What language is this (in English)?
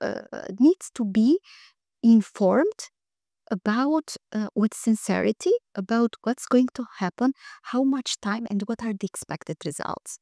English